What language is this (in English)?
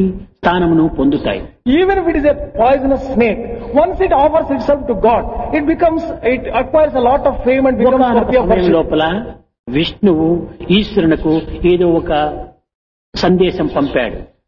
Telugu